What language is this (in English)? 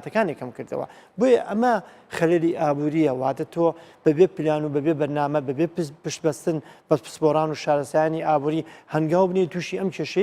Central Kurdish